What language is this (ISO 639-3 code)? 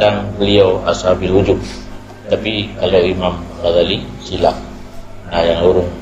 ace